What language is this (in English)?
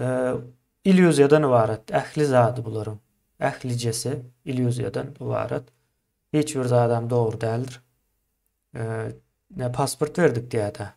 Turkmen